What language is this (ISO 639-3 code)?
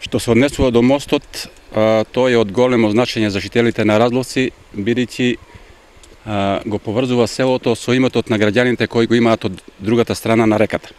mkd